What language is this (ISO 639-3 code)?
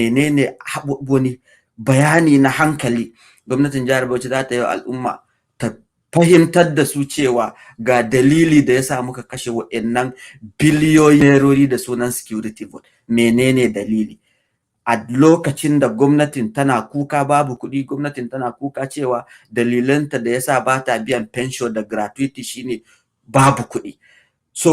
hau